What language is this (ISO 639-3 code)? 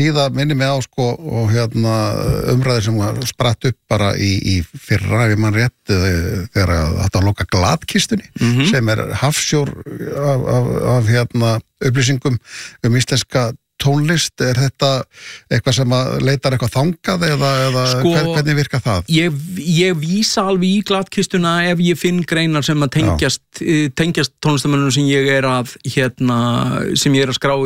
isl